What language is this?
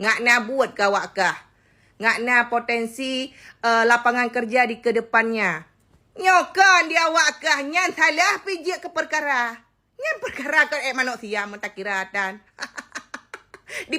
Achinese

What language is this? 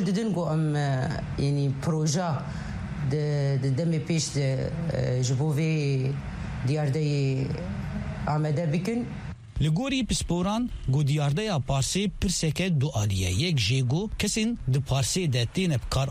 Kurdish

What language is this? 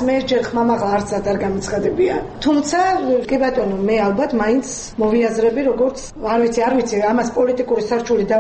Georgian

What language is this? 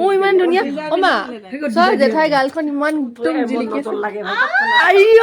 Assamese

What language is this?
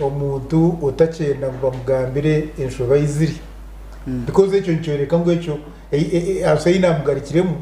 Nyankole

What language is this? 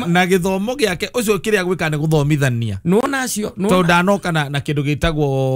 Kikuyu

